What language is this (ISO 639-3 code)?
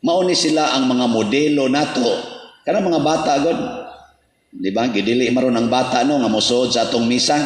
ceb